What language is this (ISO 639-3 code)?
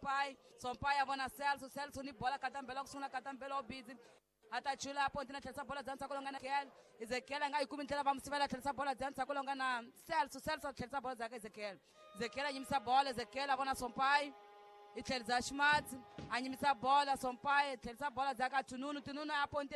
tso